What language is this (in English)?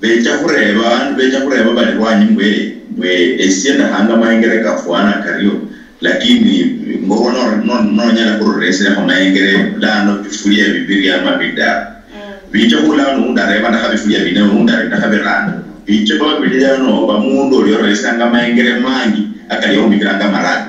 Luyia